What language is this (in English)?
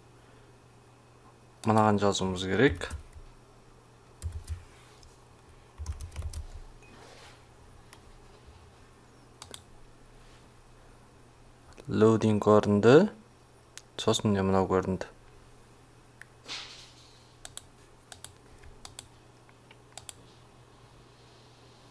Kazakh